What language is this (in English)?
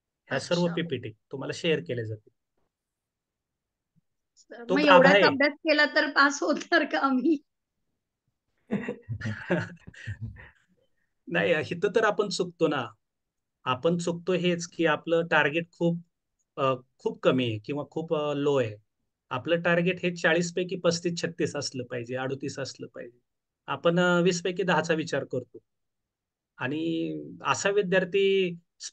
Marathi